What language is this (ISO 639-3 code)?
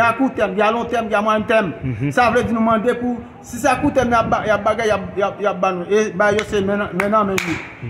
hat